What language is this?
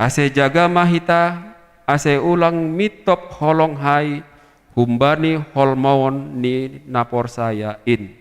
Batak Simalungun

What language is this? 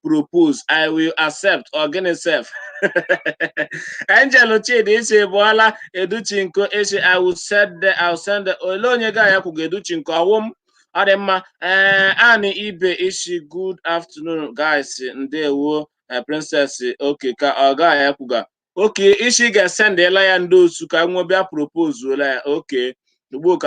Igbo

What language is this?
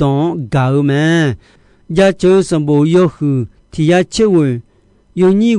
Akha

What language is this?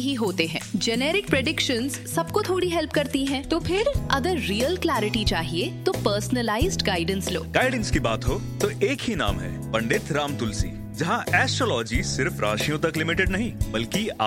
Hindi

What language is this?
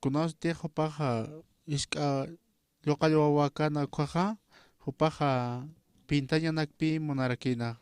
Aymara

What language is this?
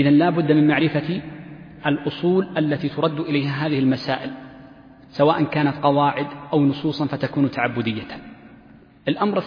Arabic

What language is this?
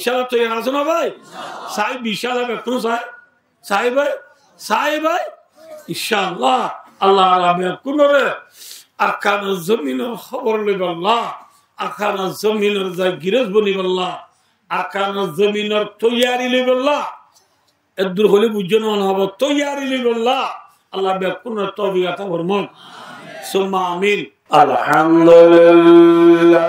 Rohingya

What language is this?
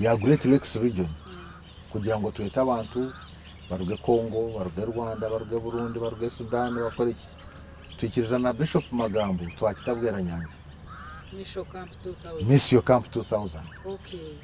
Nyankole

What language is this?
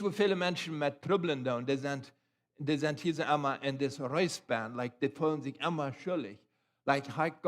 Plautdietsch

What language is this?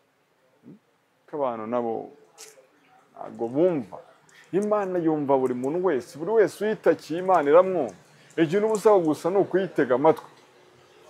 Kinyarwanda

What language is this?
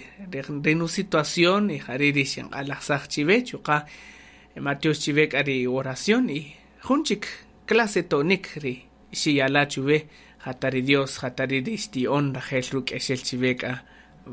Kaqchikel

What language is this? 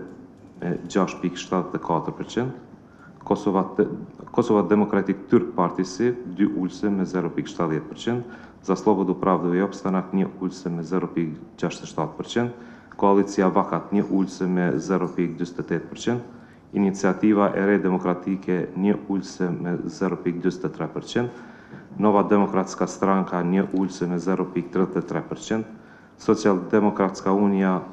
Albanian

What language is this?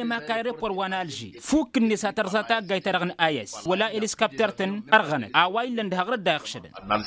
Tamasheq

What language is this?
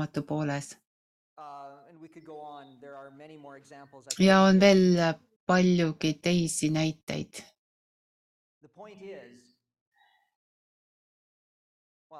Estonian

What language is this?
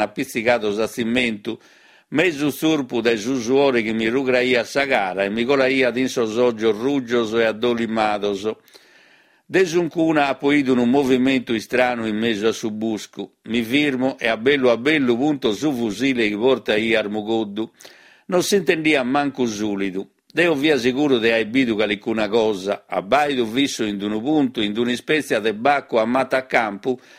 Sardinian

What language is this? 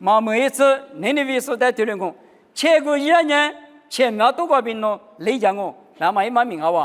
Lisu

